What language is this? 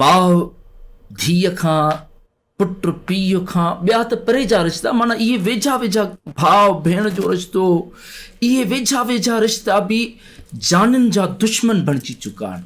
Sindhi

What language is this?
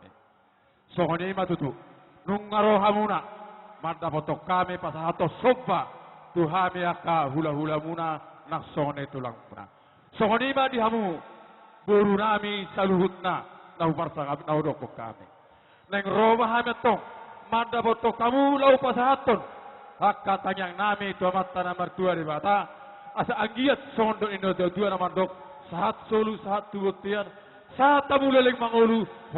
Batak Toba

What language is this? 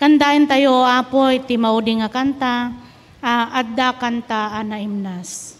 Iloko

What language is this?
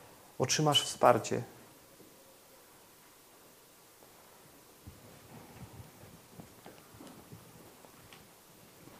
Polish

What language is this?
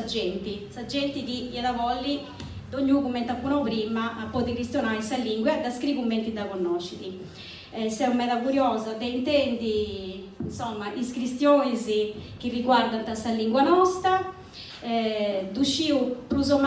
Sardinian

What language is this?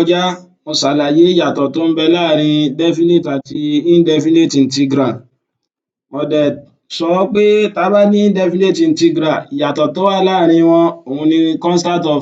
Yoruba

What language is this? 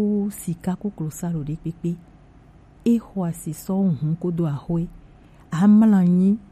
Gen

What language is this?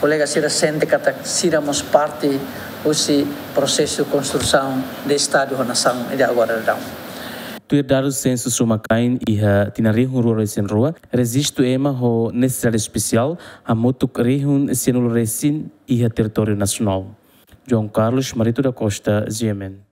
Tetum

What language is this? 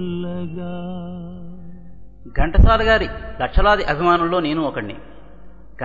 Telugu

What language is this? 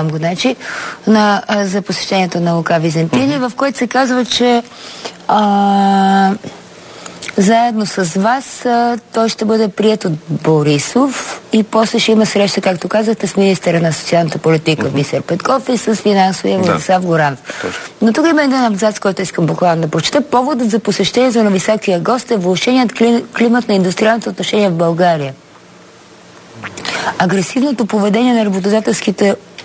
Bulgarian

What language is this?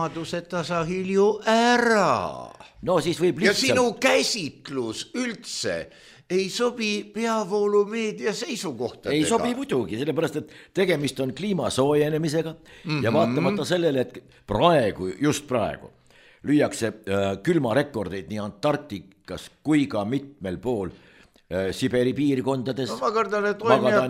Estonian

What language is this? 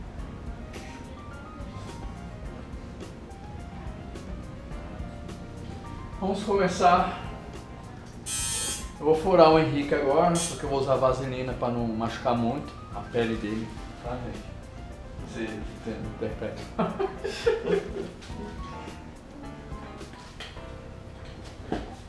Portuguese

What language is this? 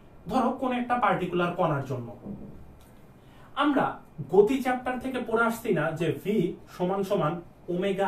Bangla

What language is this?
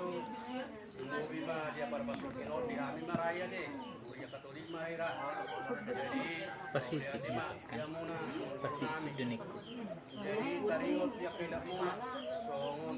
Batak Toba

